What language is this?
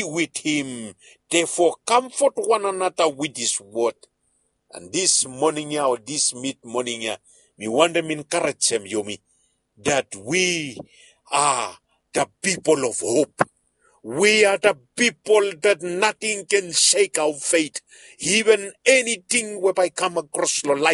Bislama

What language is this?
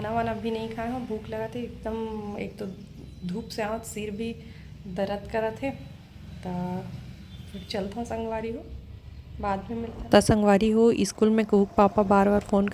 Chhattisgarhi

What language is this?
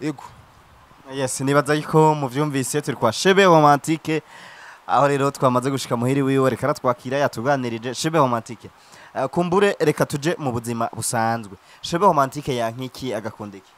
Rundi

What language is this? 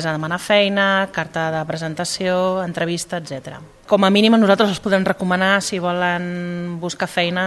Catalan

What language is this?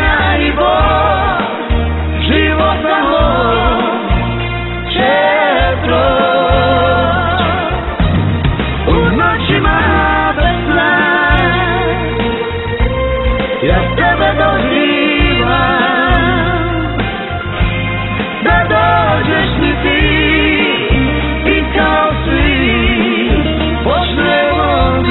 Serbian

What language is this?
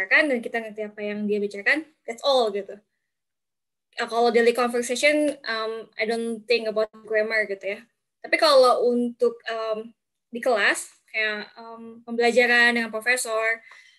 Indonesian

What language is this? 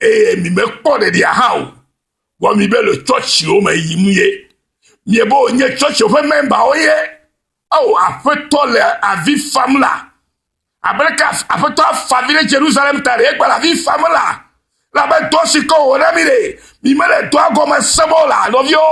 Ewe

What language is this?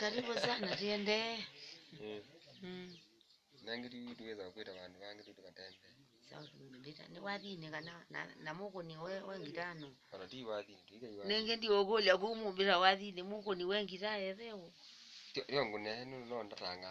Kamba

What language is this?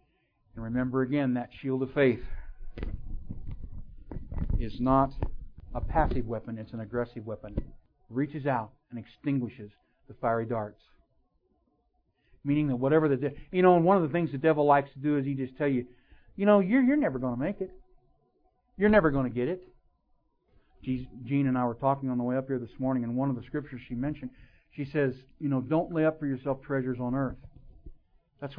English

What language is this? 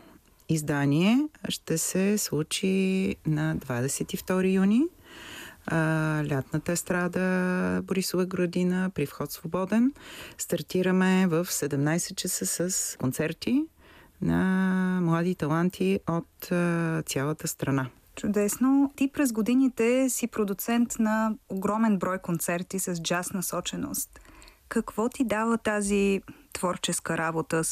Bulgarian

